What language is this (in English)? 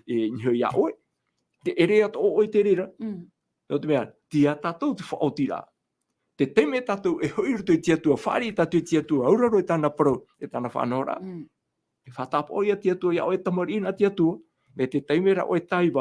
Tahitian